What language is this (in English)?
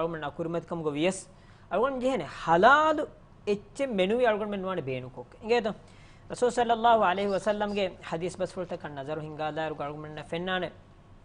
Divehi